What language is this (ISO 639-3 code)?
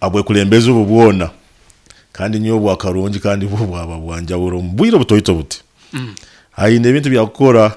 nyo